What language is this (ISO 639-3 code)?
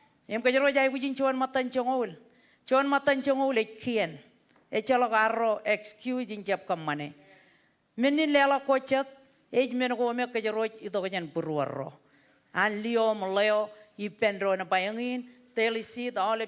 mah